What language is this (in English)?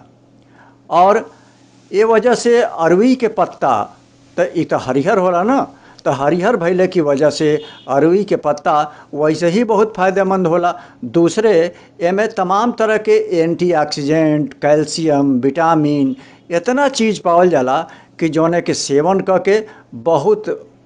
Bhojpuri